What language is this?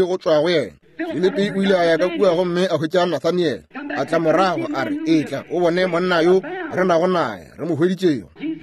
Northern Sotho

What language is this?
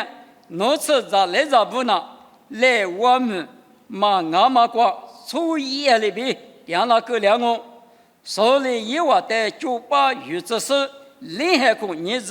Lisu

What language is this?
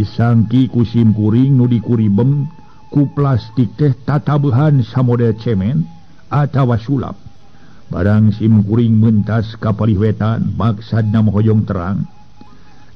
Sundanese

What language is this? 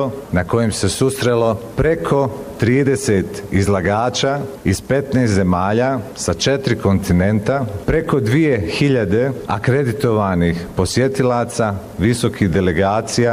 Bosnian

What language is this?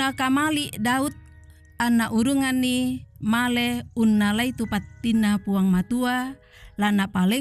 Toraja-Sa'dan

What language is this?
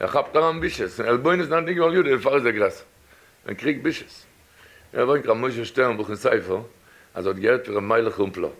Yiddish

